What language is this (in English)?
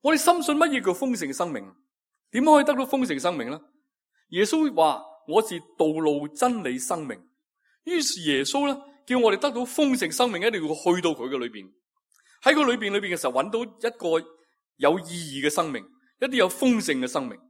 Cantonese